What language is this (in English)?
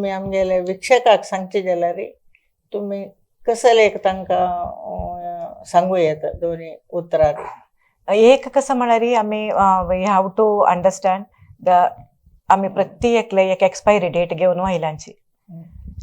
Konkani